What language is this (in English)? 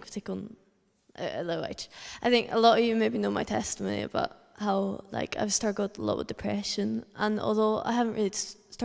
Faroese